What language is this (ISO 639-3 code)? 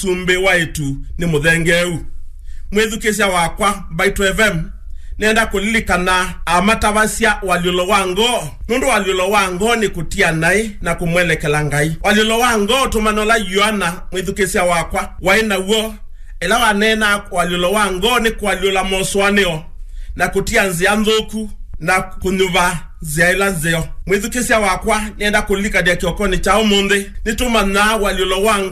kam